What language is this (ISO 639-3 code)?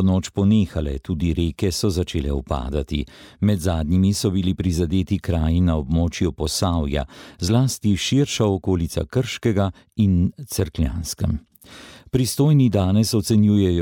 slv